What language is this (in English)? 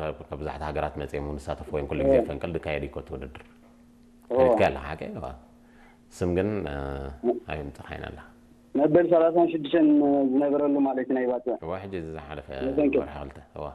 Tigrinya